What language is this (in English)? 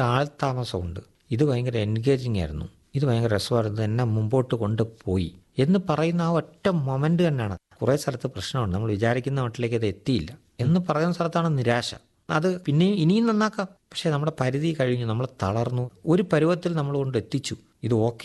Malayalam